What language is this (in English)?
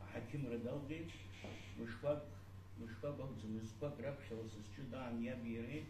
Abkhazian